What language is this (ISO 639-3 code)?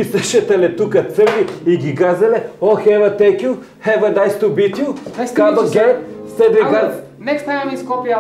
mkd